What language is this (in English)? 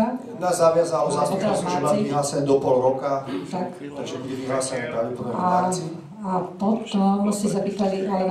Slovak